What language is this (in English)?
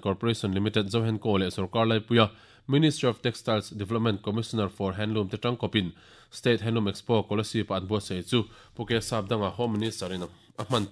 Mizo